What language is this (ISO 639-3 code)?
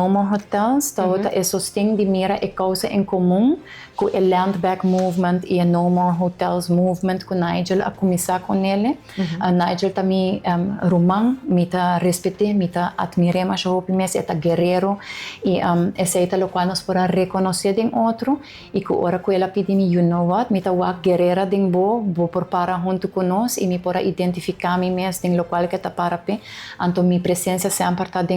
pap